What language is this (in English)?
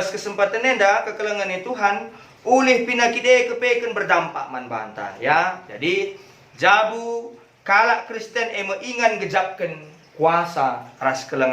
Batak Karo